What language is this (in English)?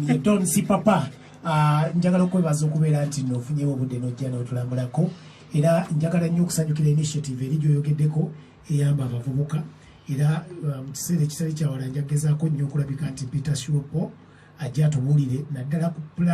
Ganda